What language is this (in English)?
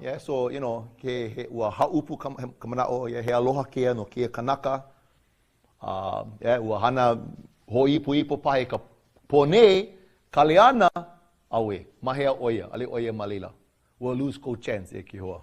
Hawaiian